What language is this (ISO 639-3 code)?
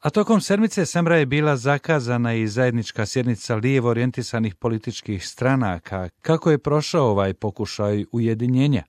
bos